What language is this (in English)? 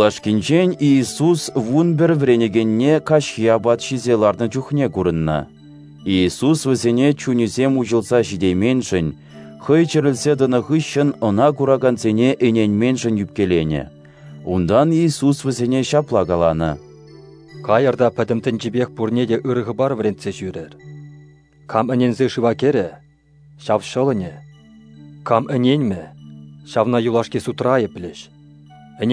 Chuvash